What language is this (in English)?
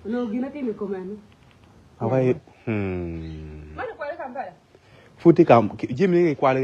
Acoli